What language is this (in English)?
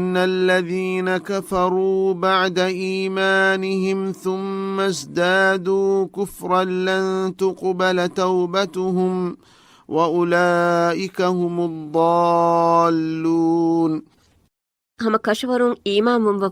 Divehi